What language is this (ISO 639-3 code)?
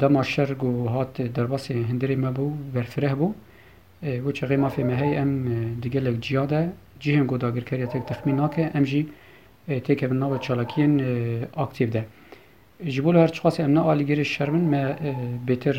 kur